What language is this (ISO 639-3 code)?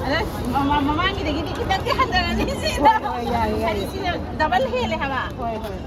mni